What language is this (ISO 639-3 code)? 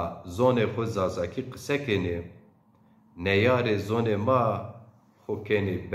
zza